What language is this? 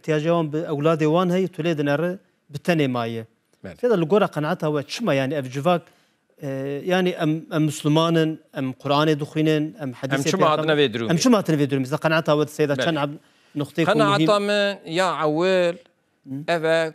Kurdish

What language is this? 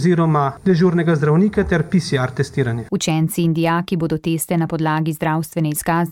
Slovenian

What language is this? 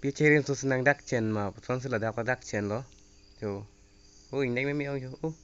Karbi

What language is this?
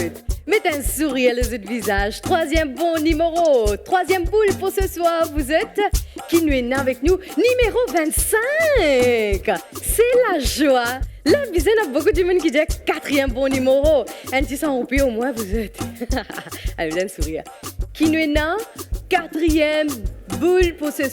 Morisyen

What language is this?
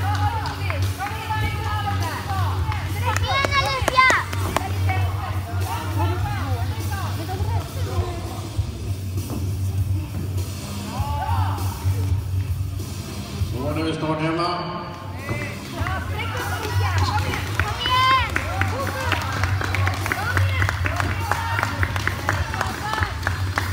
Swedish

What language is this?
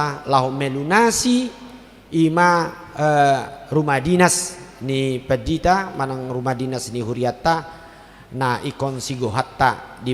Batak Toba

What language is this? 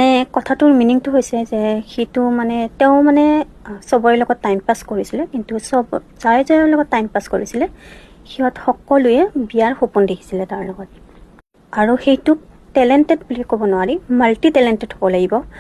Assamese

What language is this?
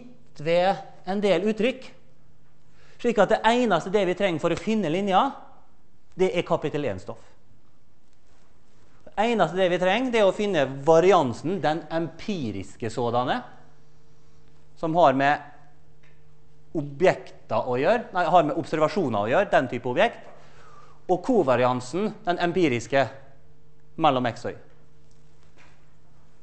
Norwegian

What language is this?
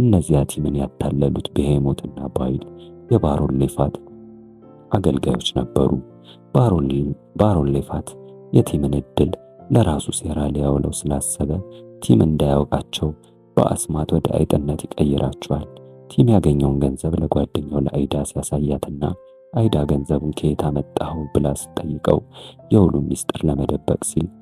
Amharic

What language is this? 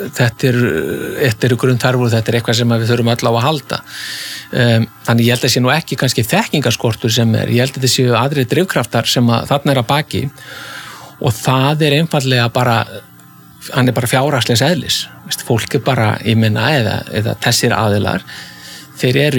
Icelandic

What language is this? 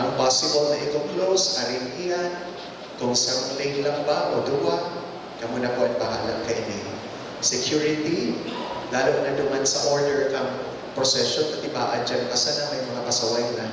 Bikol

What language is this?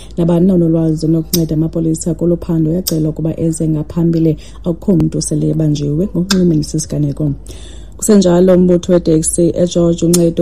Xhosa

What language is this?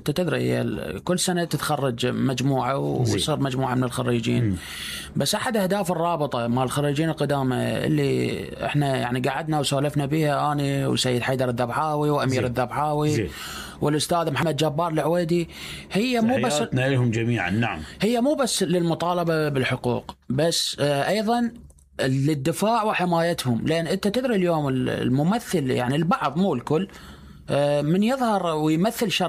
Mesopotamian Arabic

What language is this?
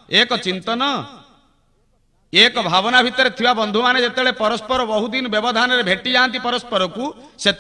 Odia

